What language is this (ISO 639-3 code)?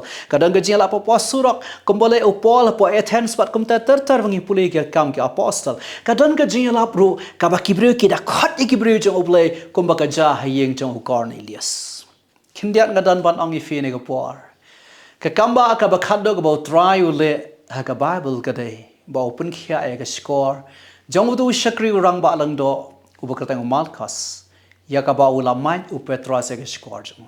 kha